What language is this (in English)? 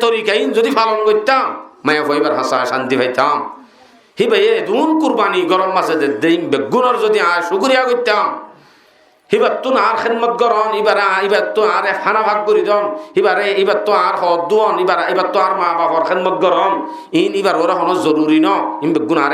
Rohingya